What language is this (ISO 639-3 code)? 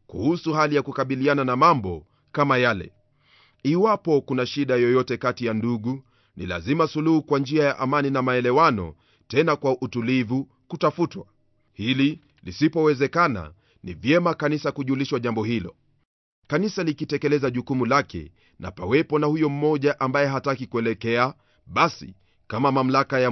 swa